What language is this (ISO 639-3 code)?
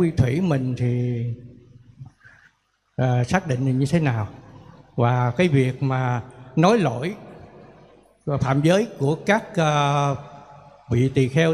vie